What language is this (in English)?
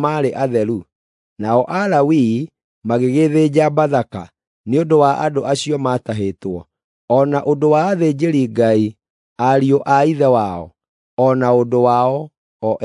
Kikuyu